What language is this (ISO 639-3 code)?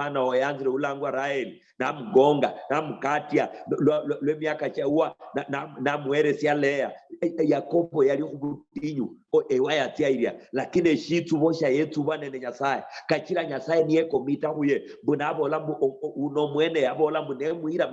luy